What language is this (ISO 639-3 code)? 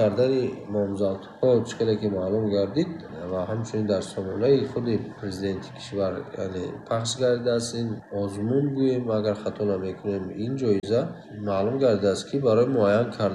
tgk